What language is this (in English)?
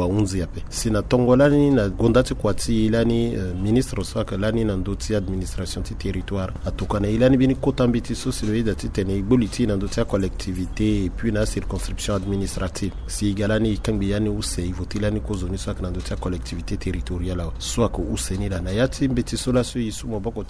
Sango